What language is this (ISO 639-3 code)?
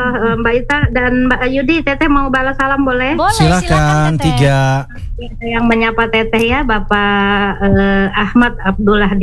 ind